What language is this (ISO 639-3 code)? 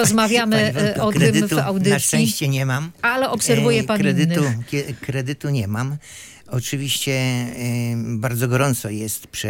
pol